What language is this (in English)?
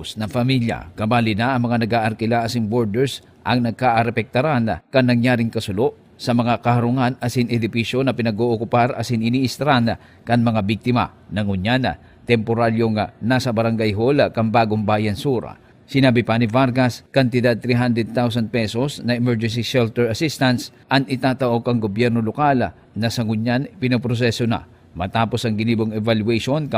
Bikol